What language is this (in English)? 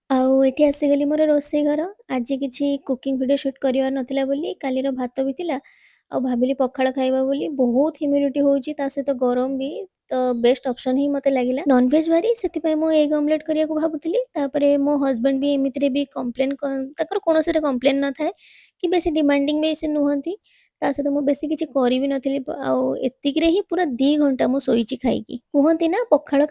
Odia